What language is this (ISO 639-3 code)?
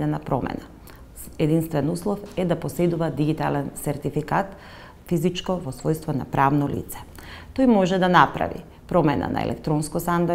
mkd